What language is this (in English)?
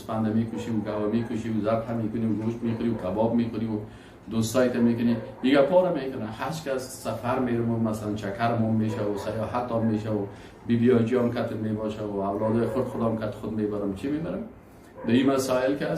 Persian